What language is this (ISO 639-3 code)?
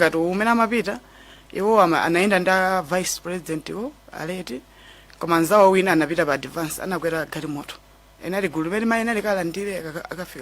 nya